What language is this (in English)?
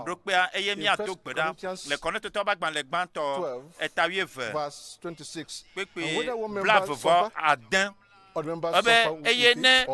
Ewe